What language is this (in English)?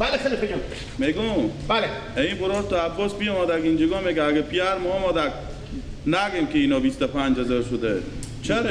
Persian